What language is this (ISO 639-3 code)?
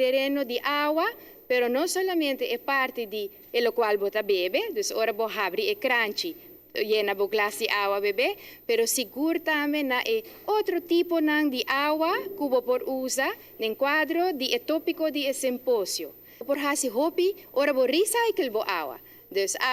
pap